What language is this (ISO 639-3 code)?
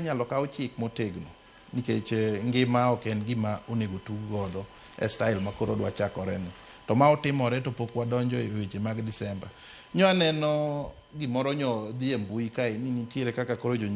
luo